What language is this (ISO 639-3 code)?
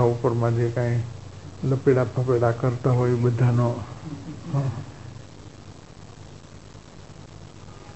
guj